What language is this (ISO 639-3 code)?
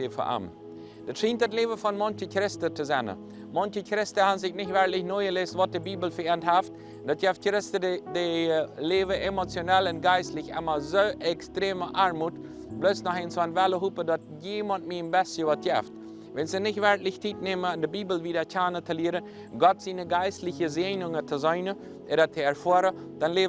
pdt